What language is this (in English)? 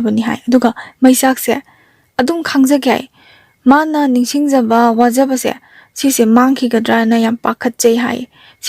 Manipuri